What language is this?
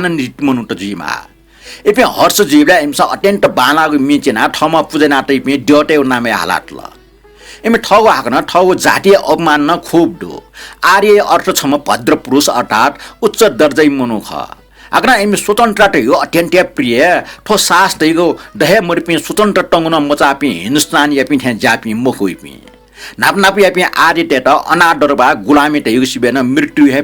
Newari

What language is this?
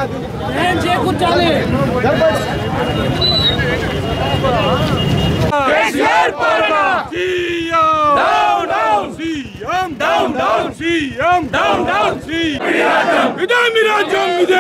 Telugu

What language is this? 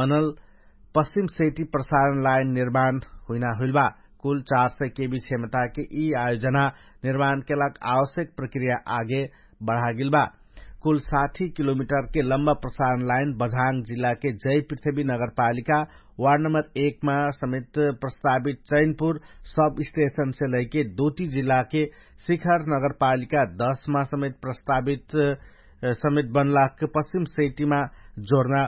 Dangaura Tharu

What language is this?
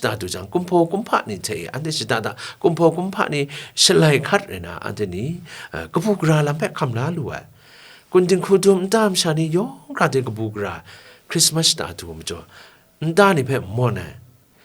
Kachin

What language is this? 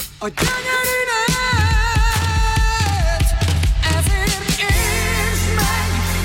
Hungarian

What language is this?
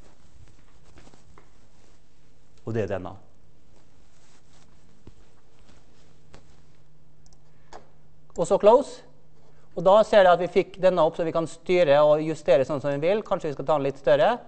Norwegian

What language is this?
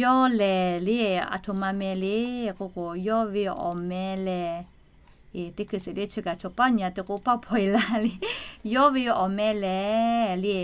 Lahu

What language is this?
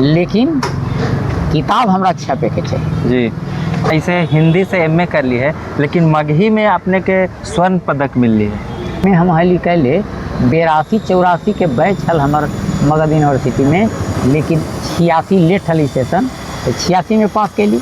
Magahi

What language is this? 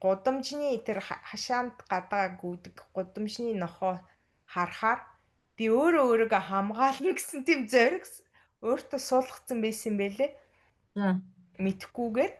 Mongolian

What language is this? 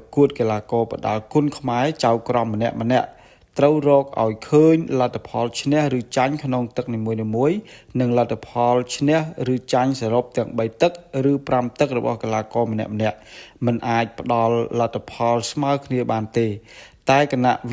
Khmer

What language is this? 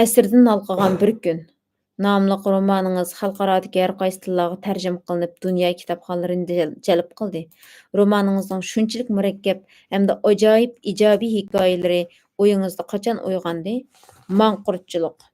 Uyghur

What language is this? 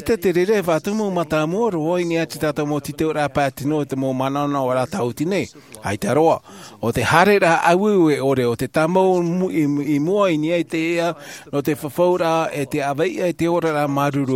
Tahitian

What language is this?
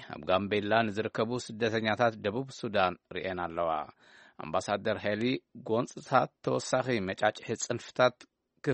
Tigrinya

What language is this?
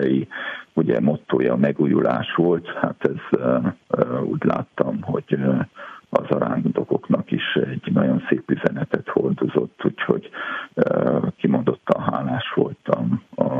Hungarian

